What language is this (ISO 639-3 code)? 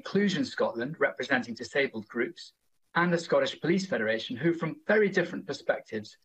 eng